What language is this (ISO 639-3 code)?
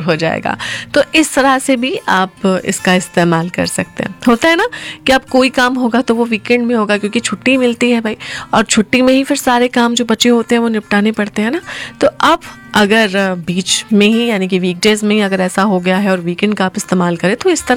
hin